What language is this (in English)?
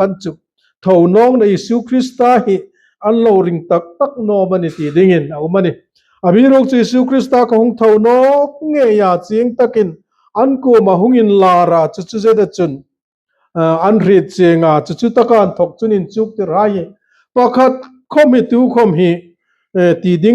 Hmar